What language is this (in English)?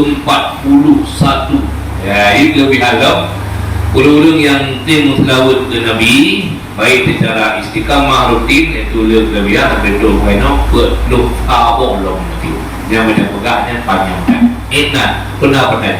Achinese